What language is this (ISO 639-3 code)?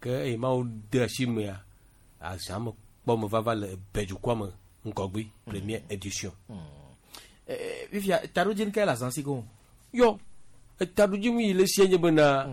gej